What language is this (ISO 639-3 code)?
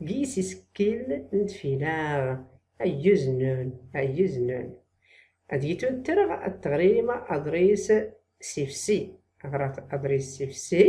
shi